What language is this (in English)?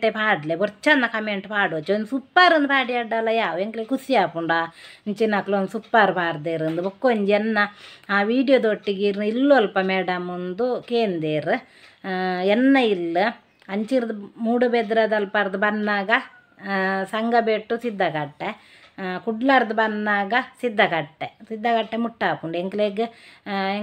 Tulu